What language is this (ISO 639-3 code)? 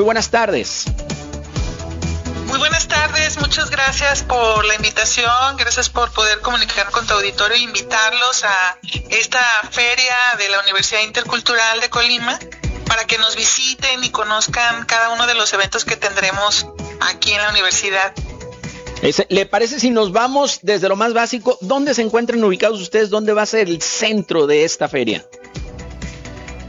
spa